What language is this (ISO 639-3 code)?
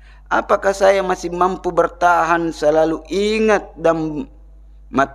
bug